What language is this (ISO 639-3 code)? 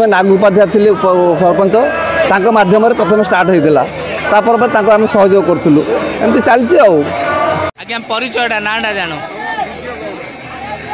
ori